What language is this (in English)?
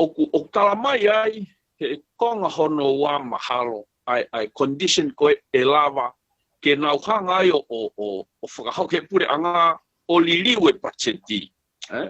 Tongan